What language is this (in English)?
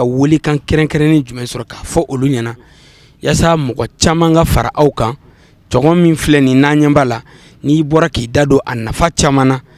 Bambara